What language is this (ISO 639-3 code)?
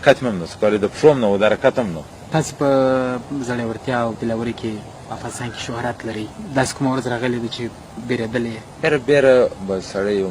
pus